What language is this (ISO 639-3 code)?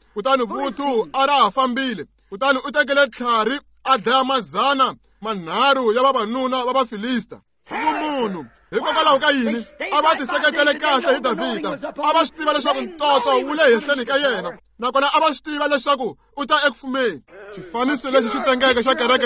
tso